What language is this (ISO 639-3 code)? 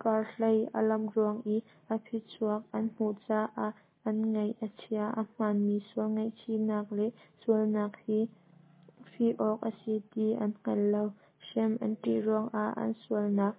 cnh